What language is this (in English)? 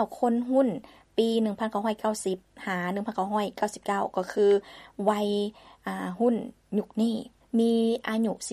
Lao